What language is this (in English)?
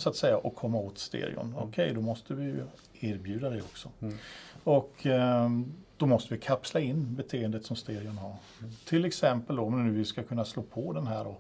Swedish